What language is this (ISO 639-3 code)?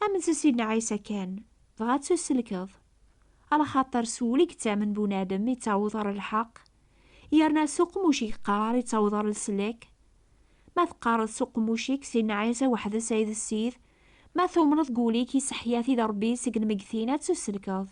kab